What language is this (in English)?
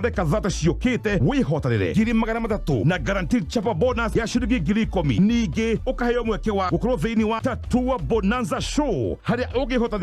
Kikuyu